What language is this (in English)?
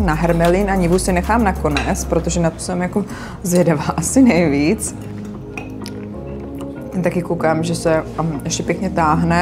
Czech